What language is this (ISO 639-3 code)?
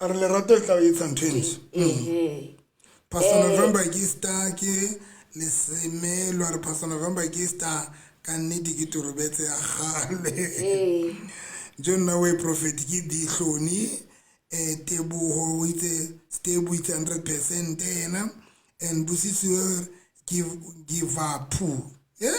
sot